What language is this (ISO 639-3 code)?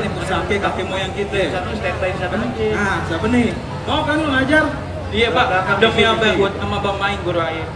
bew